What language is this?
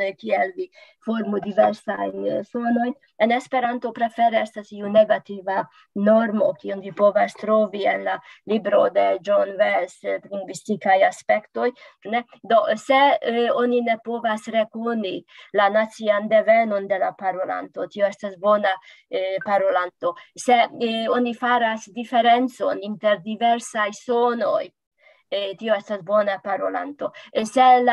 Esperanto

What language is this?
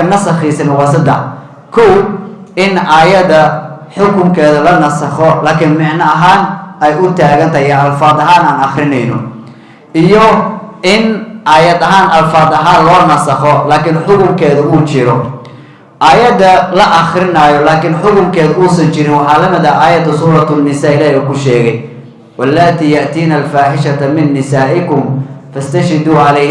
Somali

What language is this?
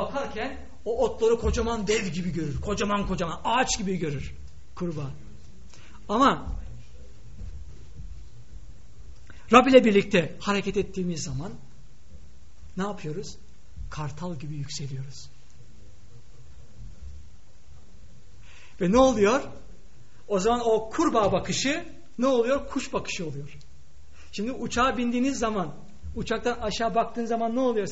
Turkish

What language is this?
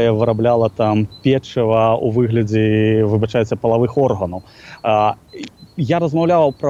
Belarusian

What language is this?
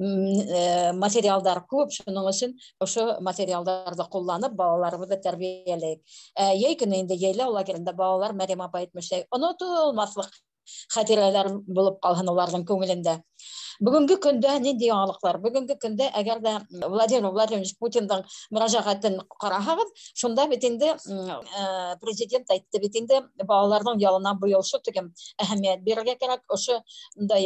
Bashkir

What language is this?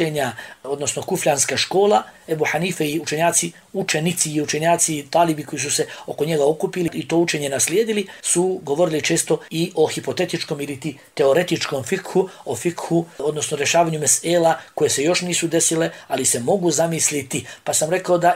Bosnian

